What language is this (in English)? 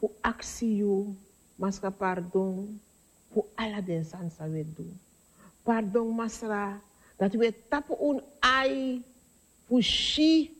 Sranan Tongo